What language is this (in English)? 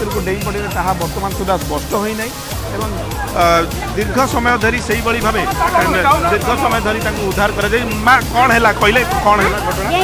Odia